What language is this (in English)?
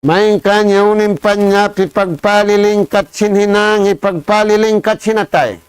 Tausug